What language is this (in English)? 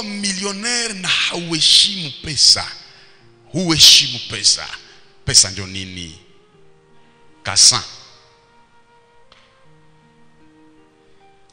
Swahili